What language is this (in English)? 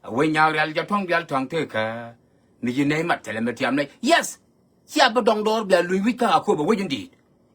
Nuer